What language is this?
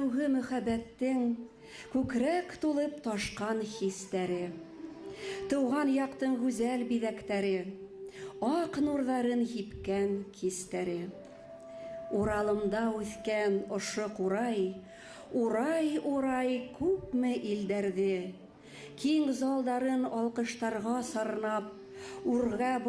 Bashkir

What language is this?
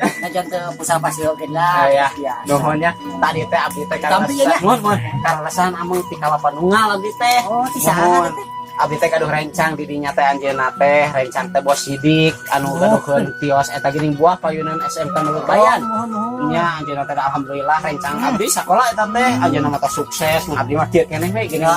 Sundanese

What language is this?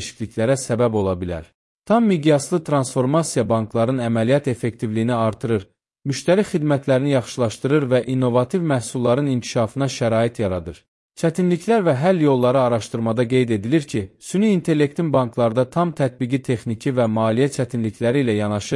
Azerbaijani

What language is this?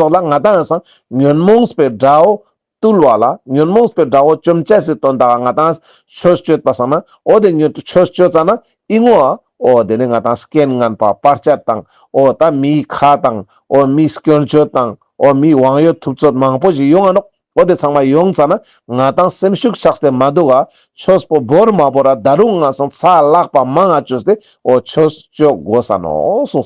Ladakhi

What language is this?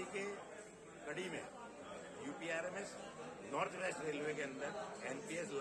Gujarati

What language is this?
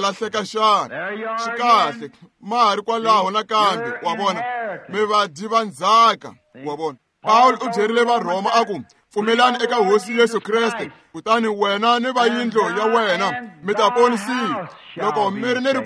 Tsonga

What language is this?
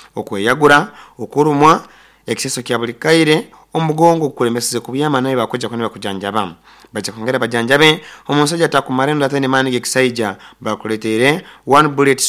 Nyoro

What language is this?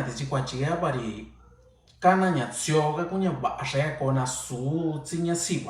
Mixtepec Mixtec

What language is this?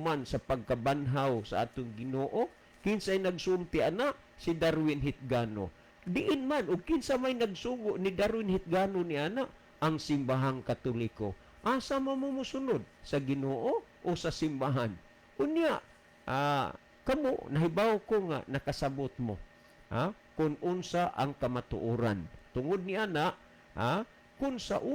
Cebuano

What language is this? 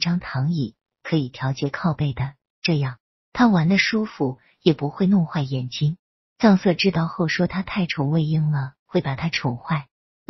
Chinese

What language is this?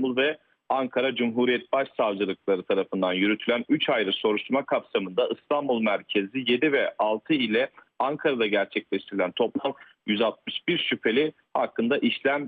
Turkish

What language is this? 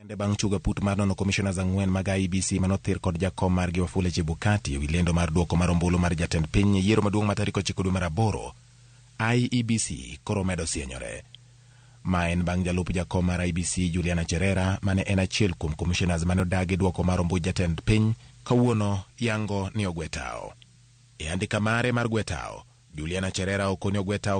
Luo (Kenya and Tanzania)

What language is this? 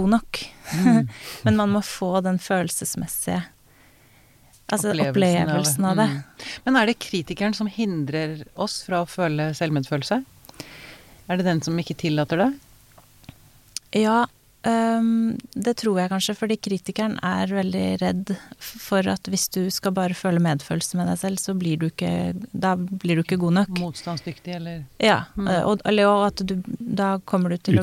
Norwegian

